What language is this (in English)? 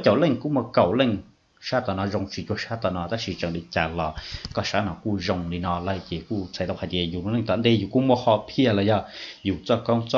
Hmong